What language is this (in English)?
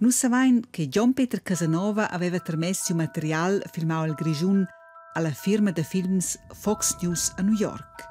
Romansh